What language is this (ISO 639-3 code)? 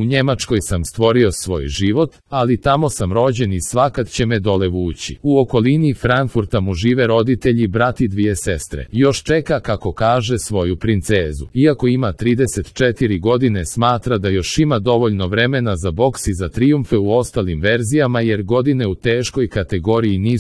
hrv